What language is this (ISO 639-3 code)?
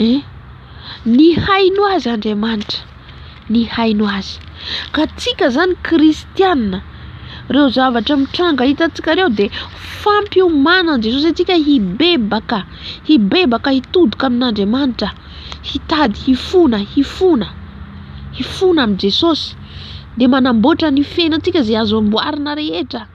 mlg